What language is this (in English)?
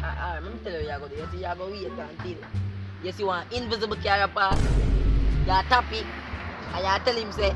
Jamaican Creole English